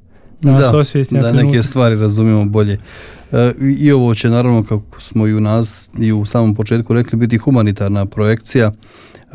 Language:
Croatian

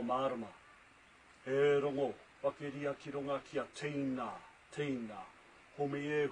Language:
Māori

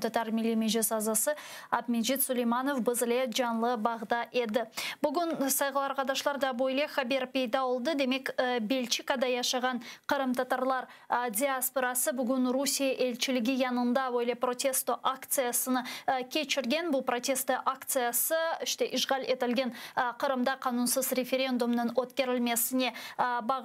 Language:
Crimean Tatar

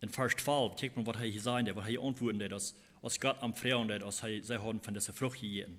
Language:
Plautdietsch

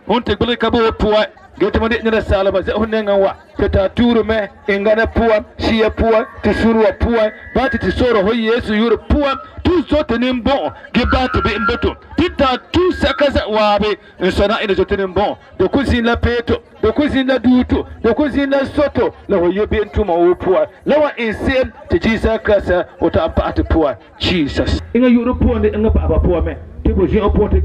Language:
Frafra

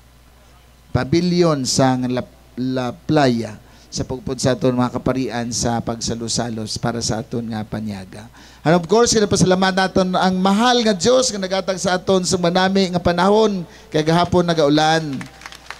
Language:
Hiligaynon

